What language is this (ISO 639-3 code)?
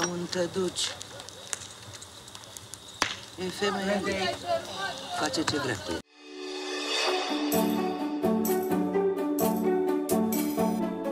ron